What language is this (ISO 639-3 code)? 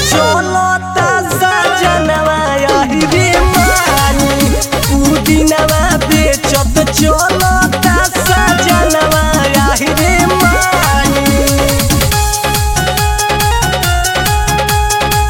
bho